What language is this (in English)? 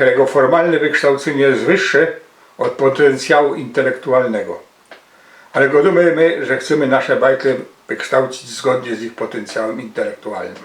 Silesian